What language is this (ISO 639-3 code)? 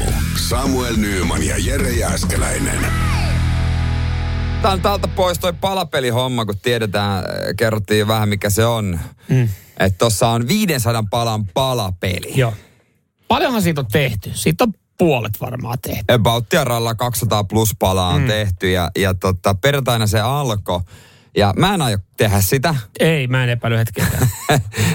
fin